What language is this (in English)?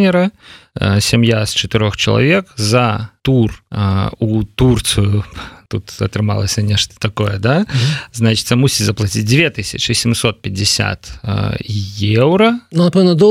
Belarusian